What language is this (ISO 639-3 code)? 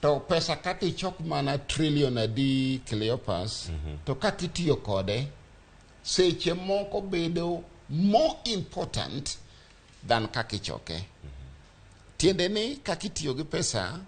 luo